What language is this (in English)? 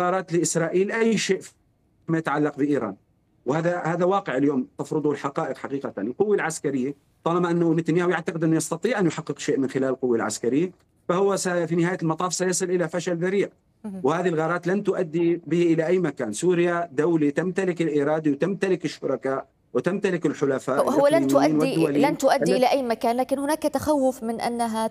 Arabic